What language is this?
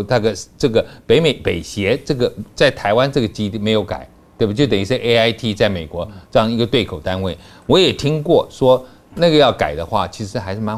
Chinese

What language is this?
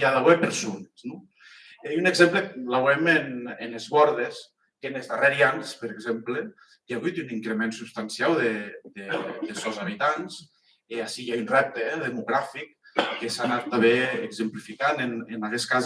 Occitan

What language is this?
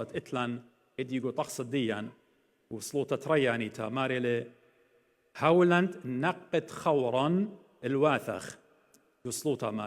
Assyrian Neo-Aramaic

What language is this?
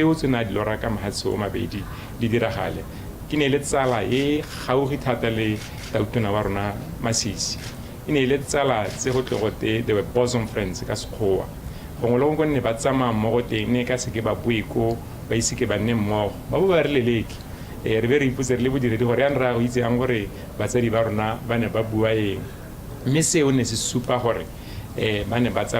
Tswana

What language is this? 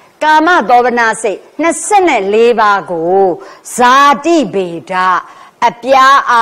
Burmese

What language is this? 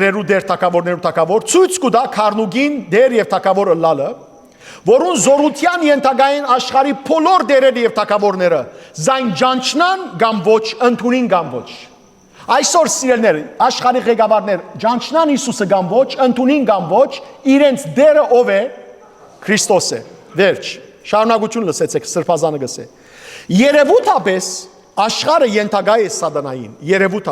Western Armenian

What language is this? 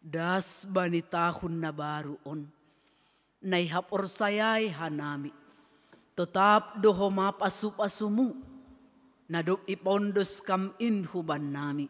Batak Simalungun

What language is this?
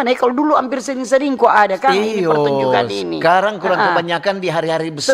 Manado Malay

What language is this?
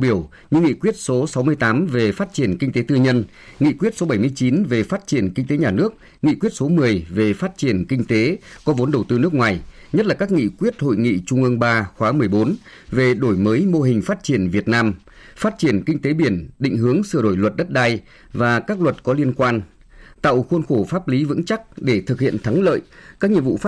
Vietnamese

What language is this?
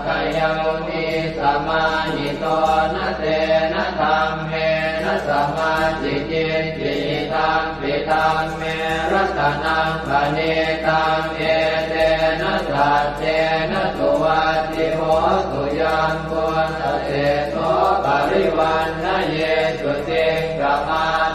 Pali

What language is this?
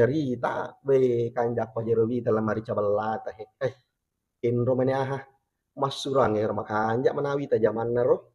Buginese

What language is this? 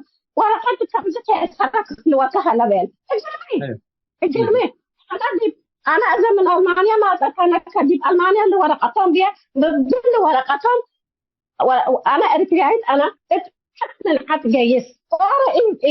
Tigre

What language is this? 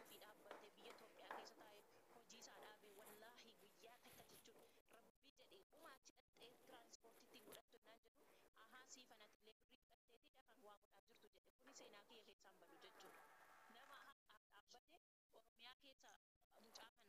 Oromo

